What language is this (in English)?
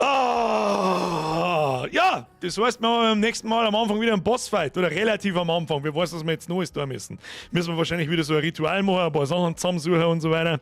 Bavarian